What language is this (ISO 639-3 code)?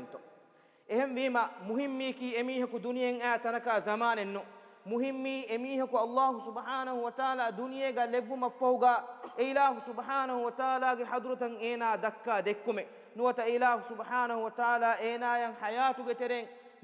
div